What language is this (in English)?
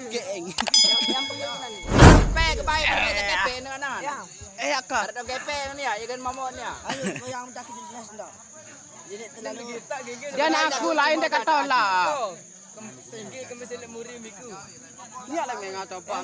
Sasak